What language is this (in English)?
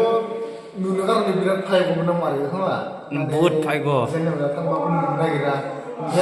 Bodo